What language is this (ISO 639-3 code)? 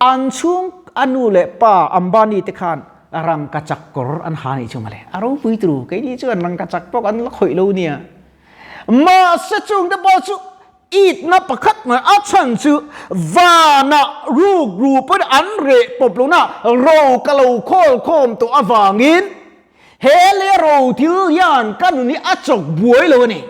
lus